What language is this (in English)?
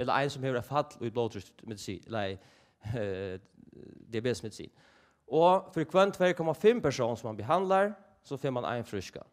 Faroese